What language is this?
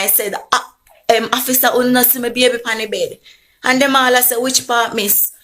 Jamaican Creole English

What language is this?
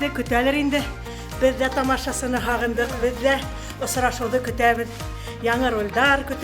Bashkir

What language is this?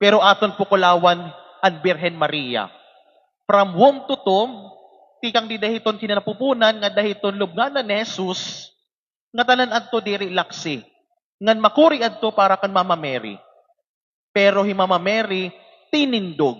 Waray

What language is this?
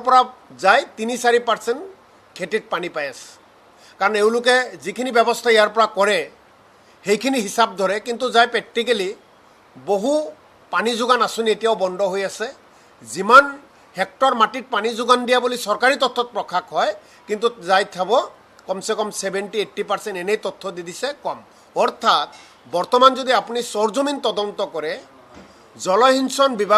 Assamese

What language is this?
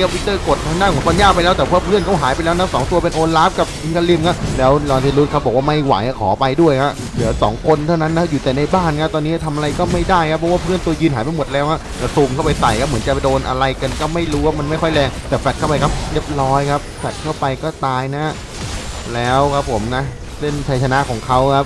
Thai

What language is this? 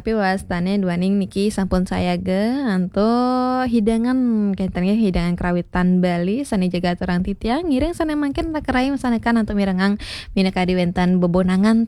Balinese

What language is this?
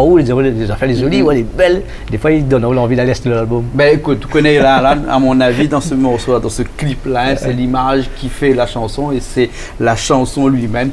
Réunion Creole French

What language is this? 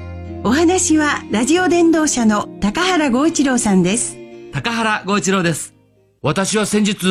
Japanese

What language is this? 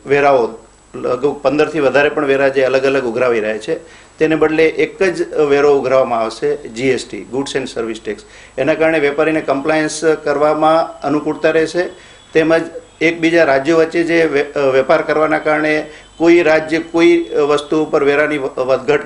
Gujarati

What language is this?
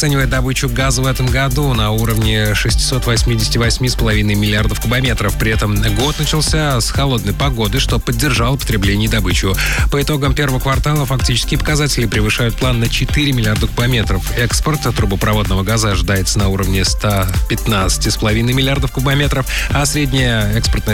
Russian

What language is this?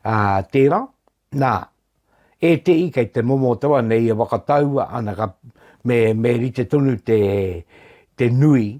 Māori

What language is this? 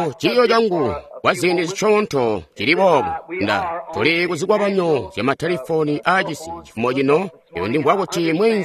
Tonga (Zambia)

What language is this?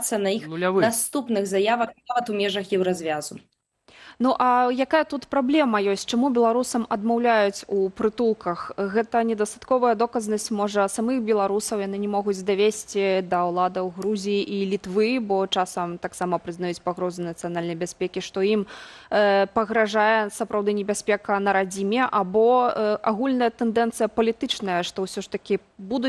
Belarusian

